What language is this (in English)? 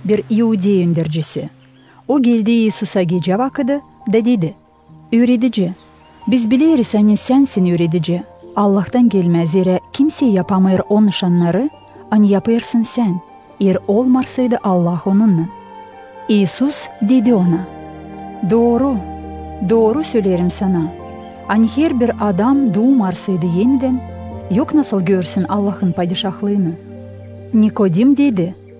Gagauz